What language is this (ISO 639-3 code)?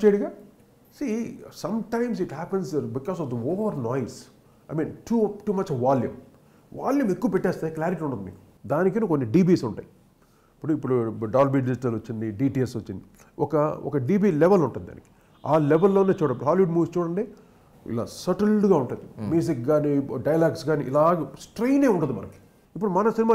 tel